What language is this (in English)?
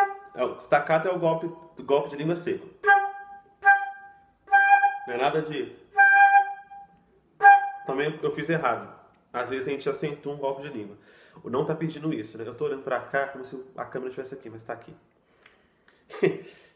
Portuguese